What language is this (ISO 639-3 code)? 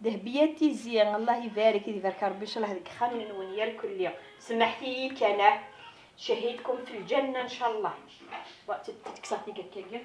kab